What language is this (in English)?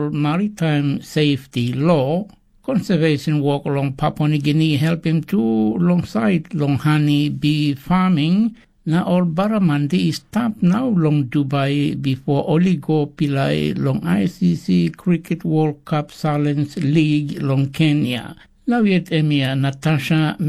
Tok Pisin